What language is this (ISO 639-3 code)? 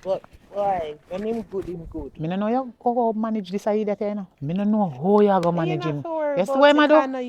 jam